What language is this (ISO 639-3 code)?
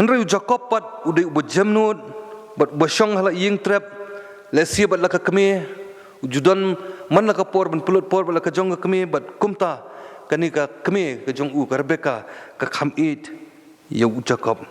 kha